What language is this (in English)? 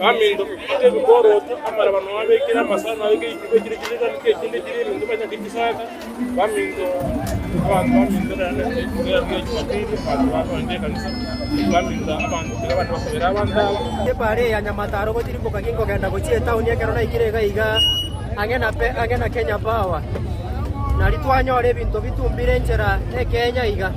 Gusii